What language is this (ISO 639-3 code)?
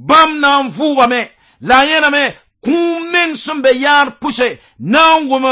mos